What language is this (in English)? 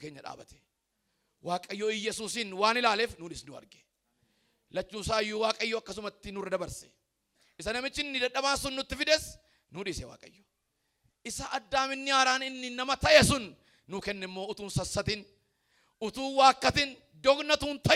Oromo